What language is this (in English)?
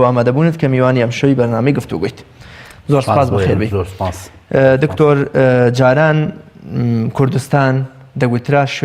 Central Kurdish